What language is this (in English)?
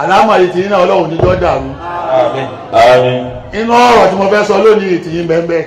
Yoruba